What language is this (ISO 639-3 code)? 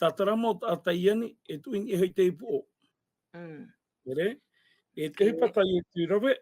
tah